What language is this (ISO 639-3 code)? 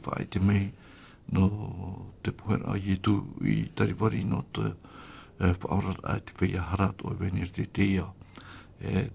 tah